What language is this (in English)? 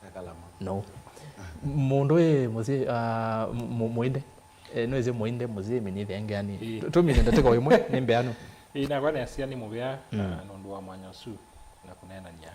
Kamba